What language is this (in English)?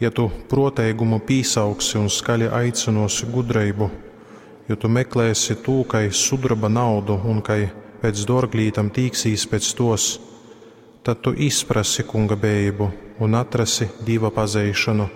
Latgalian